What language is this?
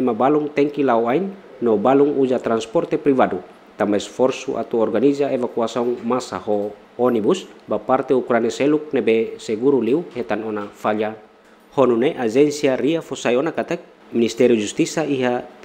Tetum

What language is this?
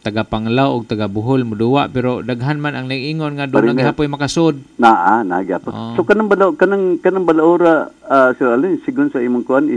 Cebuano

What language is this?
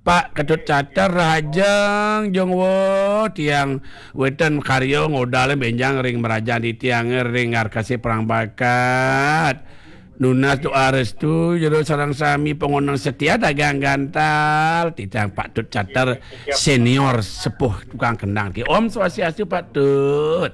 Balinese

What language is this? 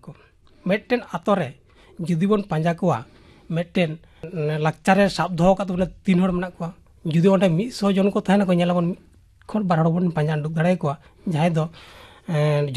Santali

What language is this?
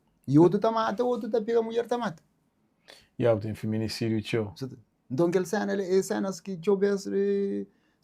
Kabuverdianu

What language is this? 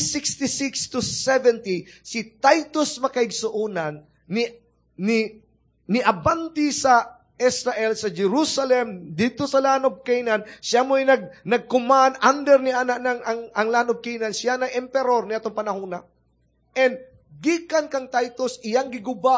Cebuano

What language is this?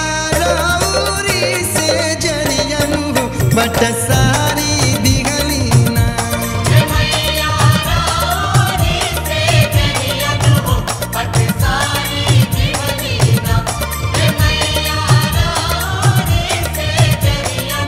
Bhojpuri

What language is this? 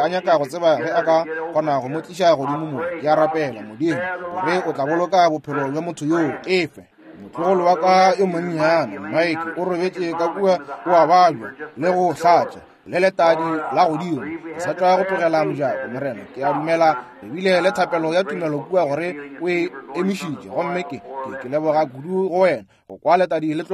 Northern Sotho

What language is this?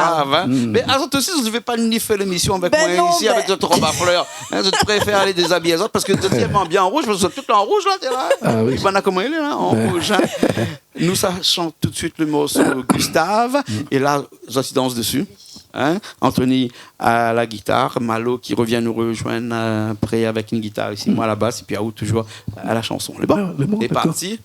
Réunion Creole French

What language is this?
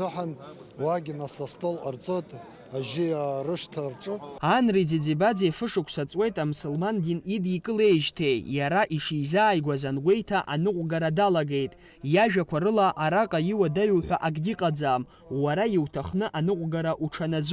Abkhazian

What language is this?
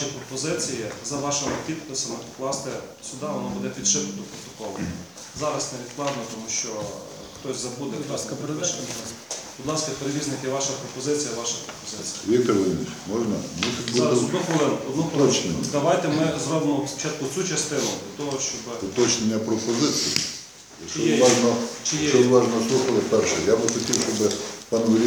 Ukrainian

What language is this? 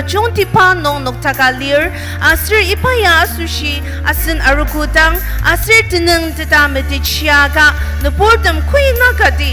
Ao Naga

